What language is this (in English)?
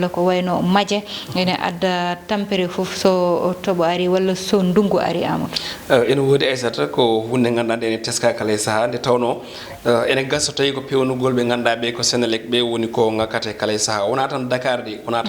Fula